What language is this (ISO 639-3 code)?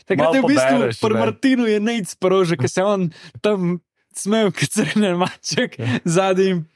slv